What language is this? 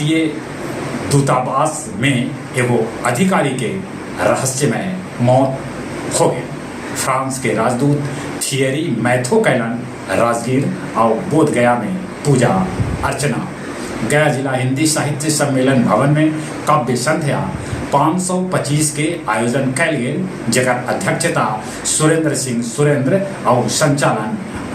Magahi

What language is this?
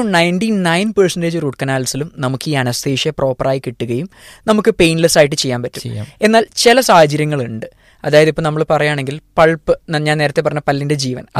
Malayalam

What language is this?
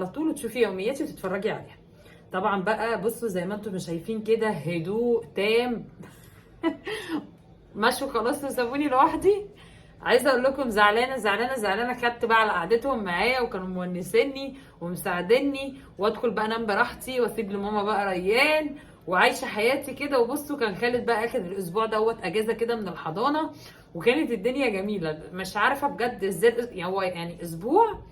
Egyptian Arabic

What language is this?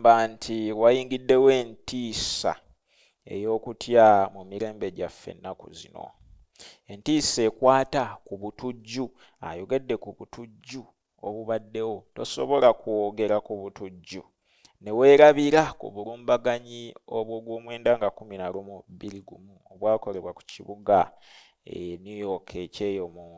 Ganda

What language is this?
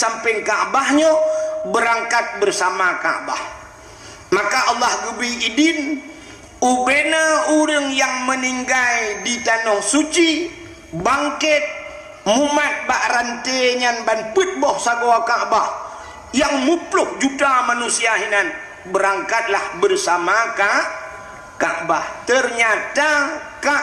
Achinese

